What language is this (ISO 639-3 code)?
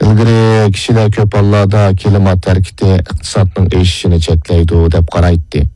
uig